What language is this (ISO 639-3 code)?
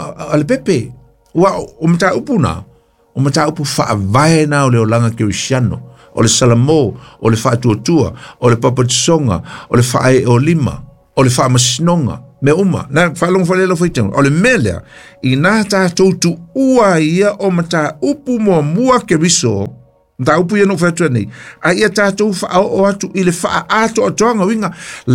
smo